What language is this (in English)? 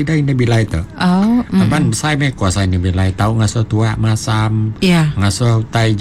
Iban